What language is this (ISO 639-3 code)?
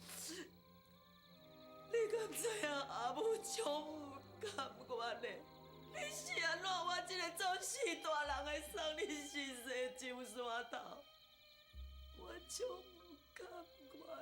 nan